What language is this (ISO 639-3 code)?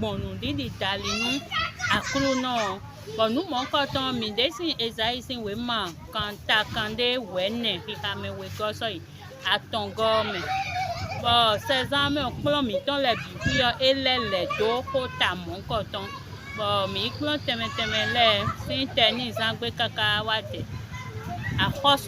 fon